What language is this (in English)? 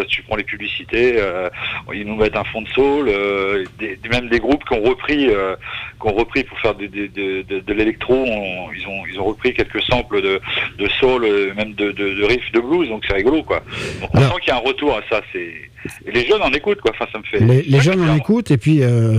French